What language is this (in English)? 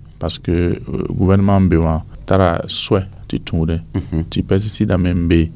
Mossi